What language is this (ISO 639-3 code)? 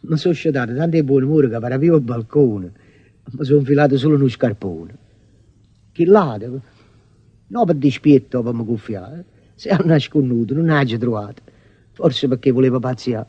nap